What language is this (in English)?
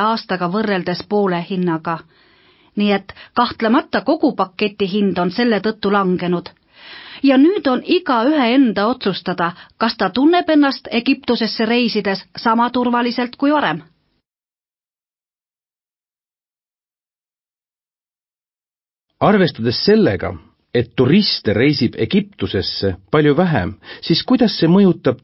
Estonian